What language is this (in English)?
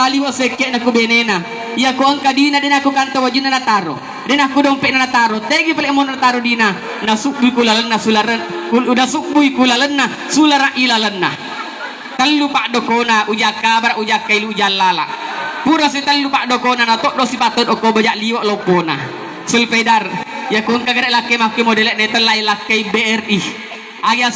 Buginese